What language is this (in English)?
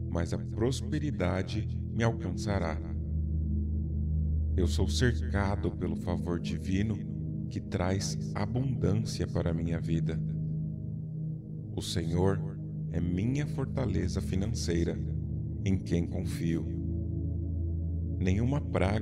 Portuguese